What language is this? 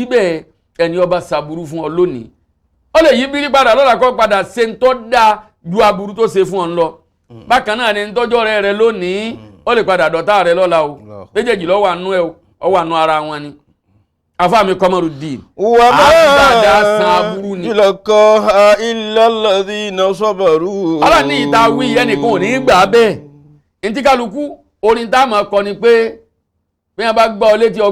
Yoruba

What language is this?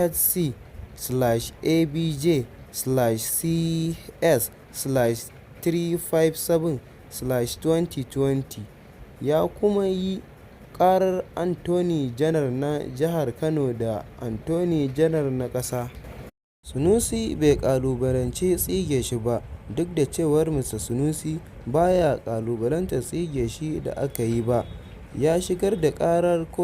Hausa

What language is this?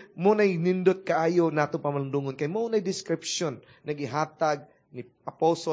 Cebuano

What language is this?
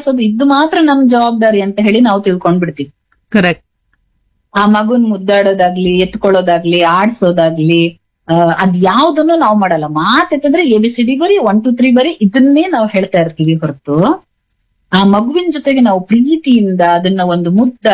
Kannada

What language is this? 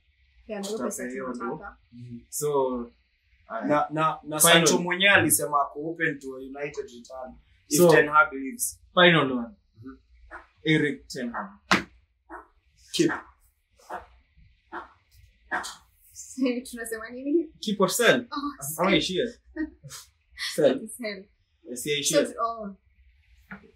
Swahili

